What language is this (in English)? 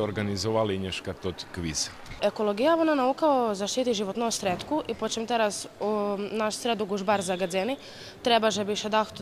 Rusyn